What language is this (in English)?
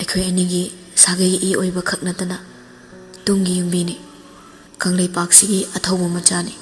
Manipuri